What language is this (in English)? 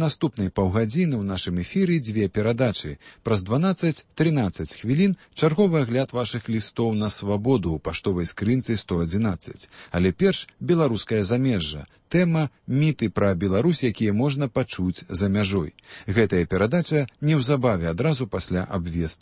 Belarusian